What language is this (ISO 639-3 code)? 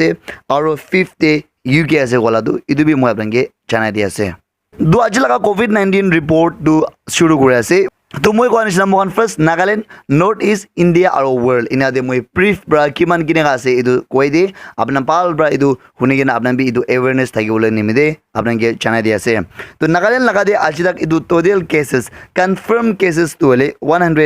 nag